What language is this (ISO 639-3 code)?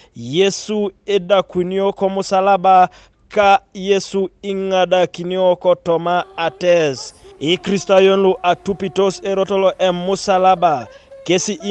teo